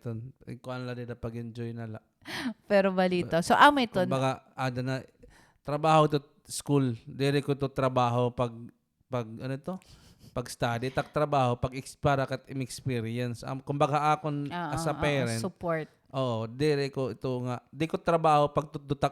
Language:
Waray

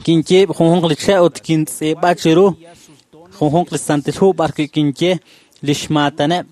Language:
Kekchí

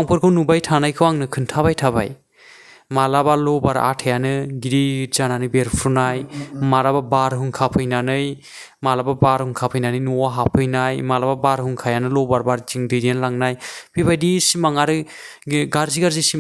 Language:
Bodo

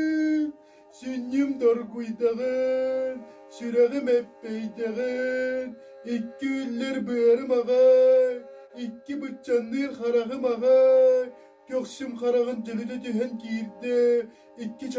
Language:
Yakut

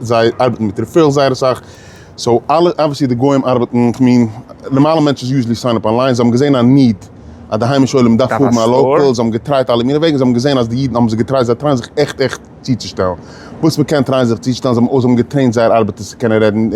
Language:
Yiddish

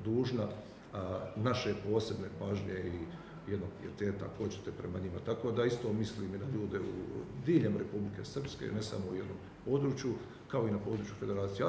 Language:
Croatian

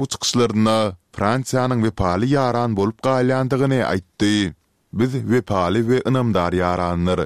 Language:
Turkmen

